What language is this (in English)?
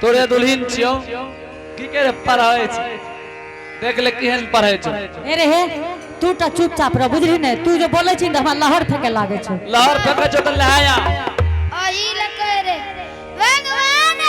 Angika